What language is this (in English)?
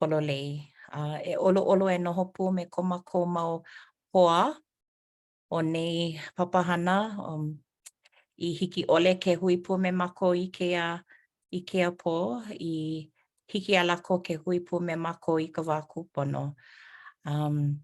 Hawaiian